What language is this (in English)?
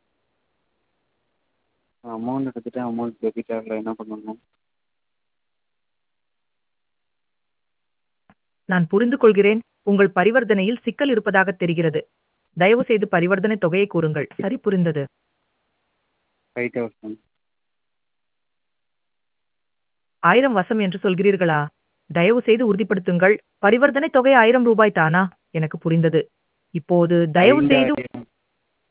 Tamil